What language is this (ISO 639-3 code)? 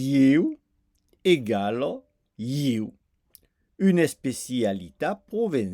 oci